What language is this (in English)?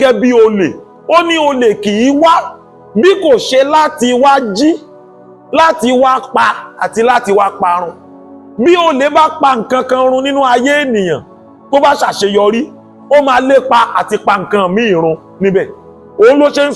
Yoruba